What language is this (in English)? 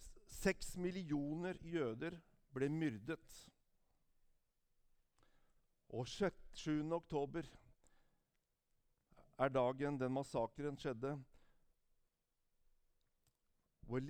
Norwegian